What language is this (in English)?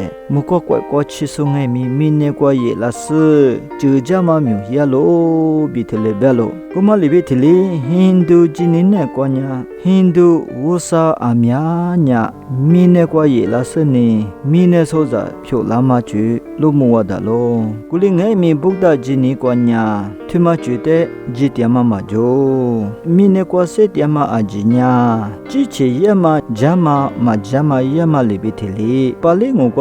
Lisu